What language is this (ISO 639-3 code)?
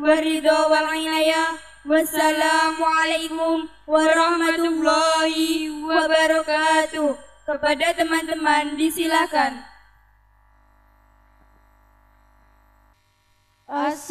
ind